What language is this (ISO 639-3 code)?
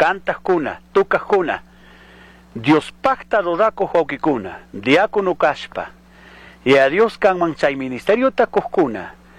qug